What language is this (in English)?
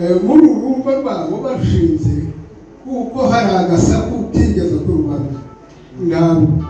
Kinyarwanda